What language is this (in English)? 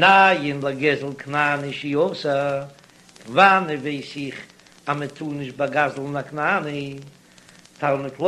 Yiddish